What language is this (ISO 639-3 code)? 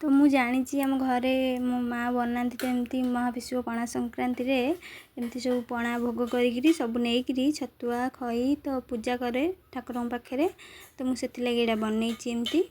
ori